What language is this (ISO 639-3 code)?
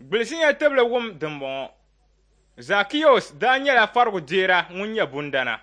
dag